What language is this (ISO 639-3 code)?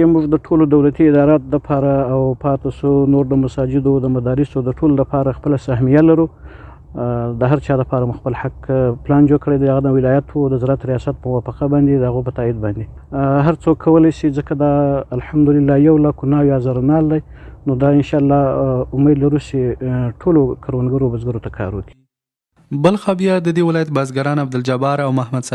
pus